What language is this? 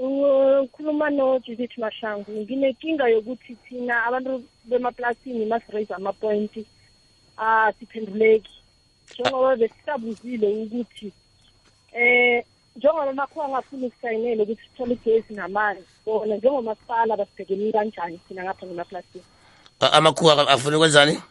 South Ndebele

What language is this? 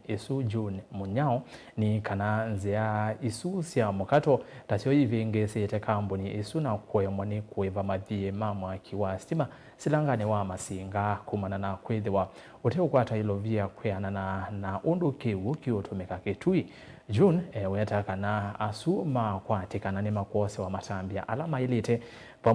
Kamba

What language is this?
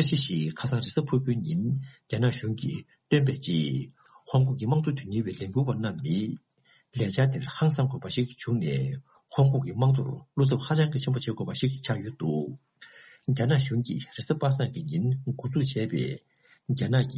Tibetan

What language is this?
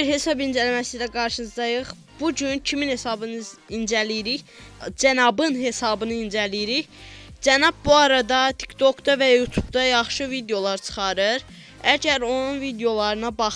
Azerbaijani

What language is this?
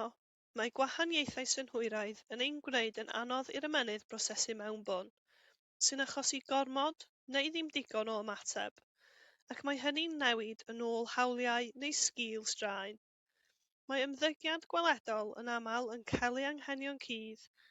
Welsh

